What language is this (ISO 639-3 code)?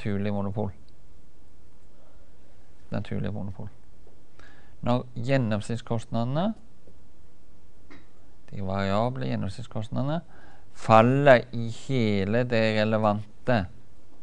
nor